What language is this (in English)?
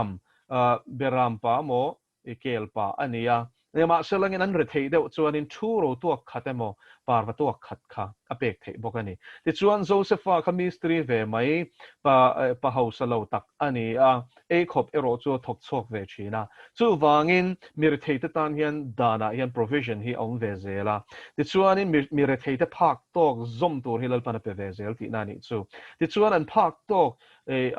Mizo